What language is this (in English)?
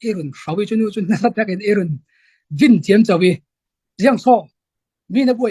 Falam Chin